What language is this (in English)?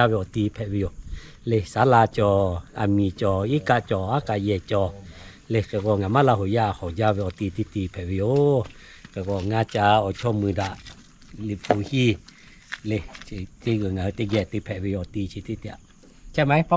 Lahu